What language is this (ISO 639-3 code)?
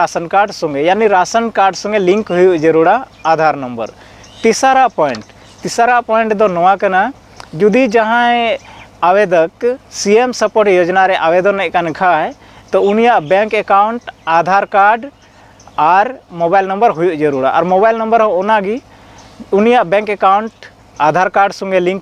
sat